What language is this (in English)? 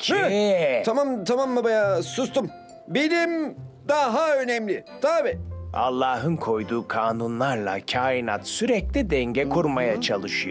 Turkish